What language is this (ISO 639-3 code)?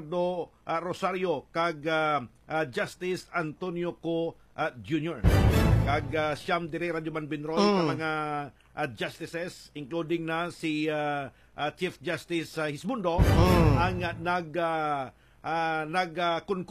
hil